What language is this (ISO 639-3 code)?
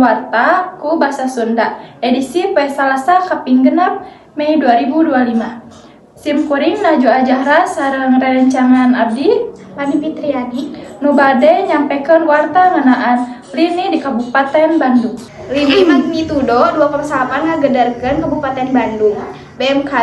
sun